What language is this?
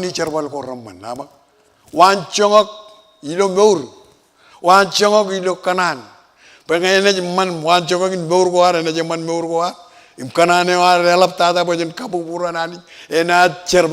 Marshallese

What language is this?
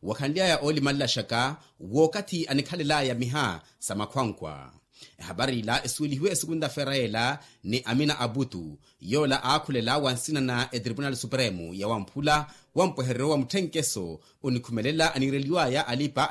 Makhuwa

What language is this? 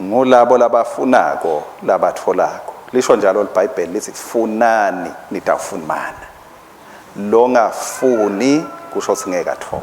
Swati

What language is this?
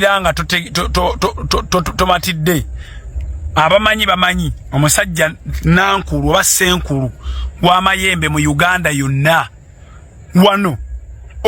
Ganda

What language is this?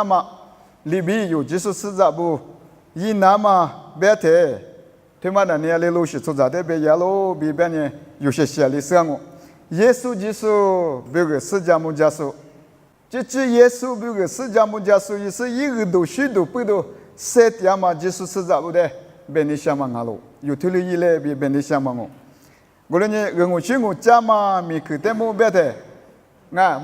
Lisu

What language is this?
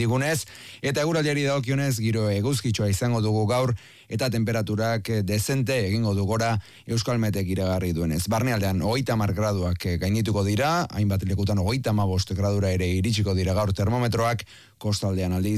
Basque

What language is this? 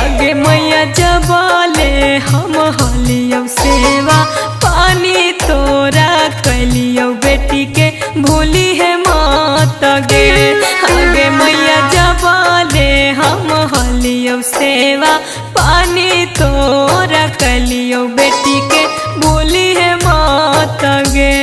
Magahi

